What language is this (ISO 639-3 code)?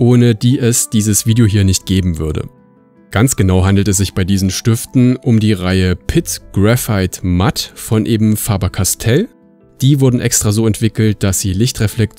deu